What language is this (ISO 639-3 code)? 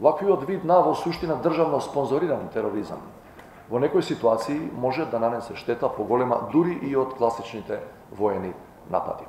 mkd